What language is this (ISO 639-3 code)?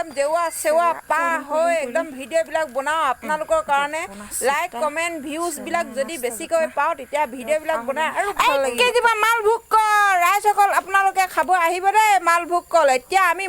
asm